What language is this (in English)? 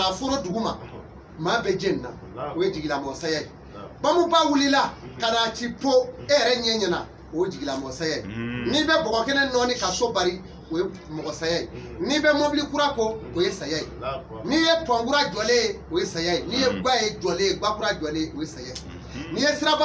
Bambara